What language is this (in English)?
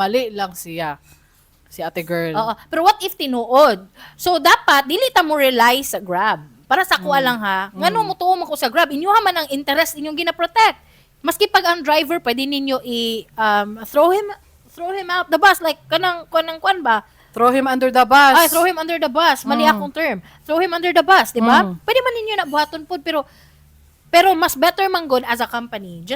Cebuano